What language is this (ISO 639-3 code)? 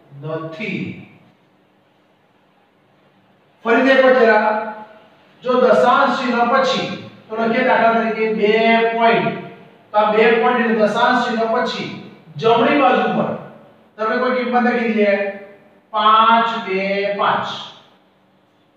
guj